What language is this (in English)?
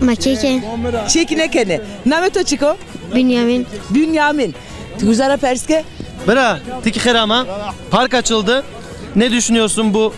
Zaza